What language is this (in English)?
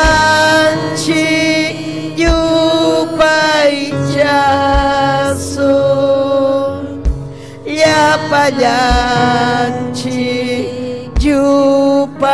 Ayacucho Quechua